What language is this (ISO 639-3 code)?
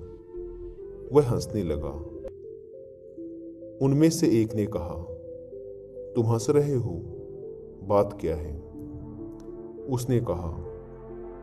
hin